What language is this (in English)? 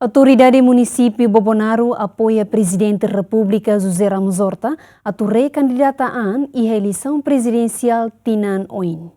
Tetum